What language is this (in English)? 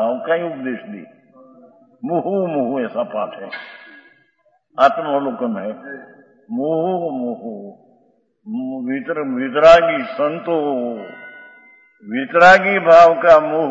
Hindi